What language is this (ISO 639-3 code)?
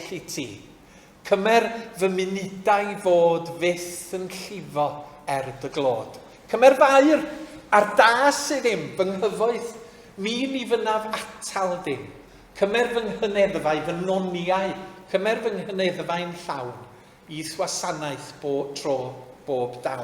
cym